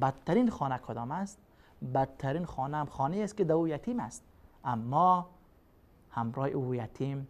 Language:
Persian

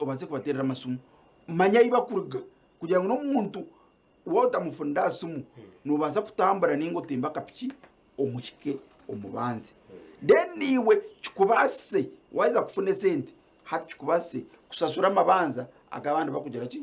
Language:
Nyankole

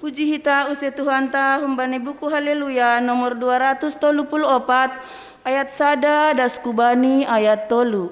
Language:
Batak Simalungun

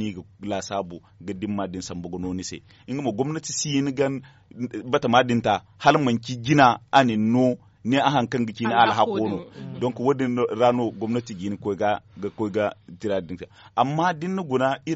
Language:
Zarma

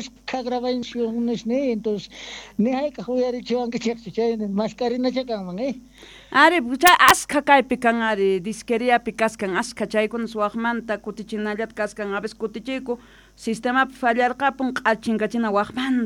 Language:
South Bolivian Quechua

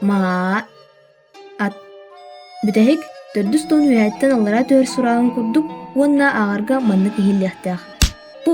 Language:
Yakut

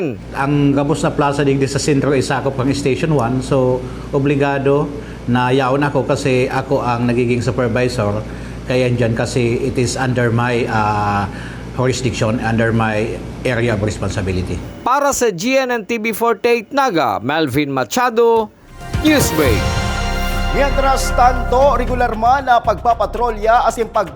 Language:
Bikol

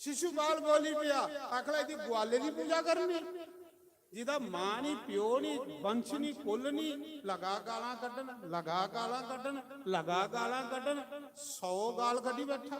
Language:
Dogri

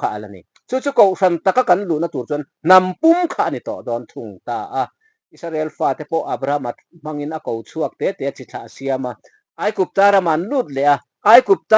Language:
Mizo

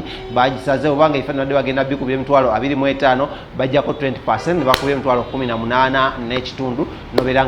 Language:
Ganda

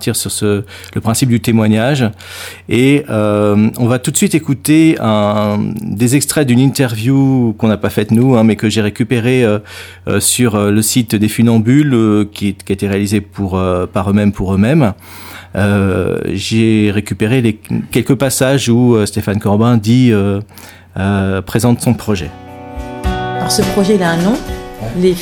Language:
French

